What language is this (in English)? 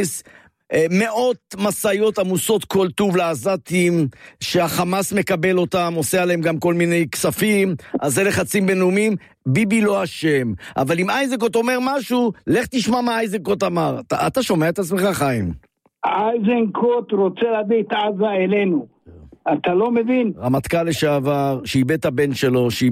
Hebrew